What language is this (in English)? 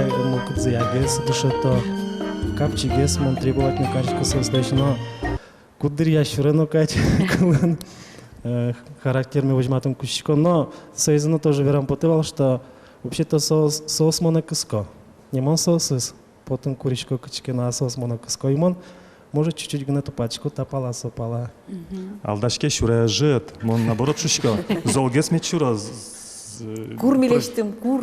Udmurt